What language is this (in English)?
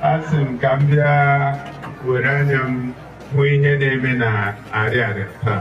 Igbo